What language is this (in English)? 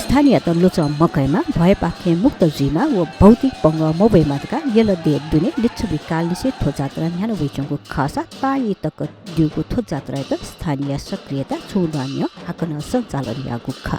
Newari